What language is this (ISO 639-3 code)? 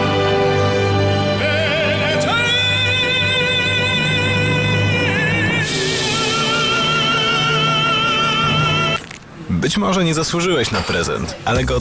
pol